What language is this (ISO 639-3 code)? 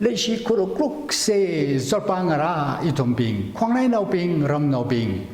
nmf